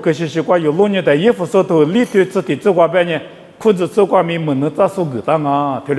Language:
Lisu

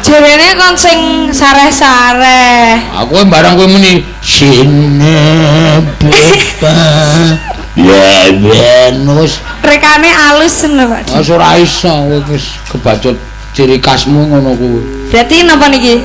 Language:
Javanese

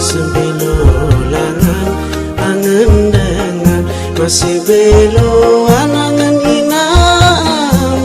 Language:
Sasak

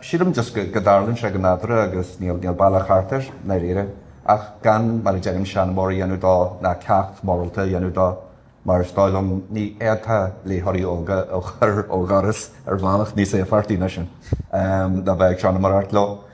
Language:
Irish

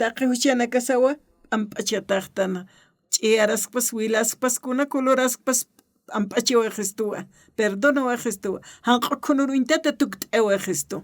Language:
Aymara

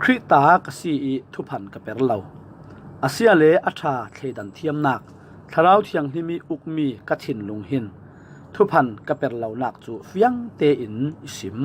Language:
Falam Chin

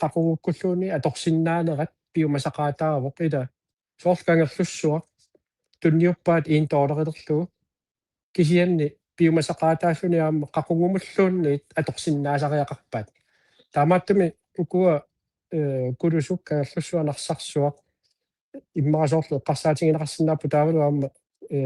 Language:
Kalaallisut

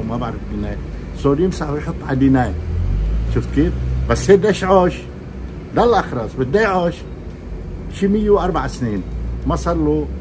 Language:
North Levantine Arabic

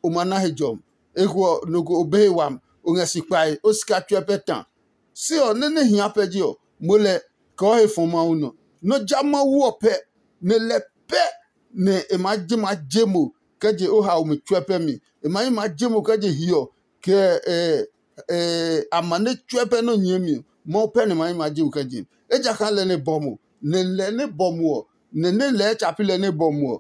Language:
Adangme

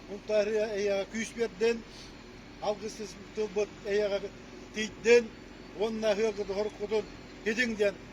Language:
Yakut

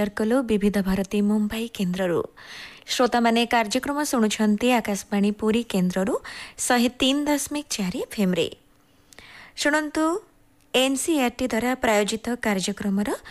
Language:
Odia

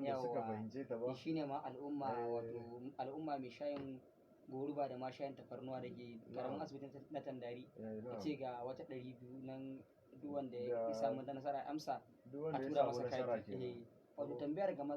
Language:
Hausa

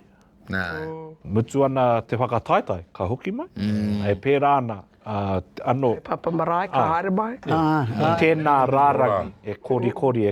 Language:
Māori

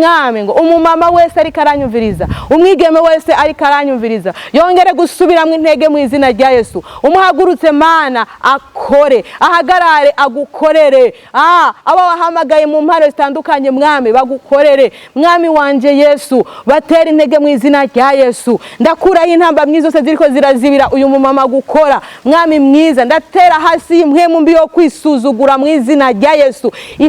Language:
Rundi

